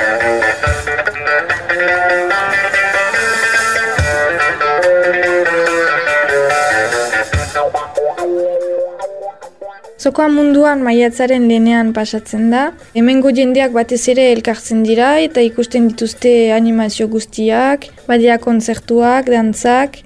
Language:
Basque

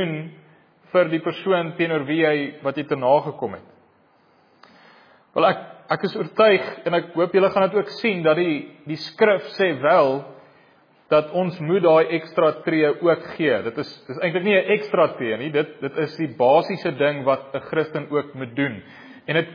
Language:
Afrikaans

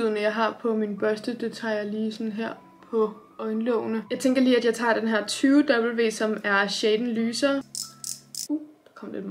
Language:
Danish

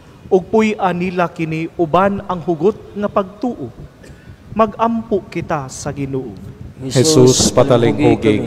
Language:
Cebuano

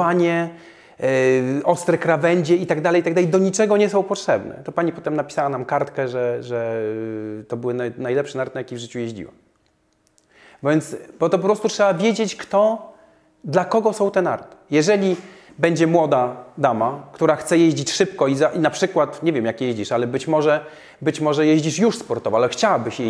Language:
Polish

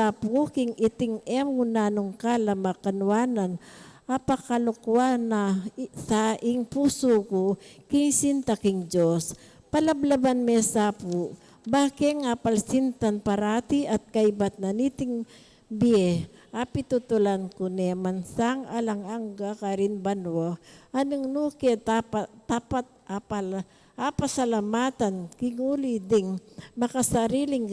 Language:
Pampanga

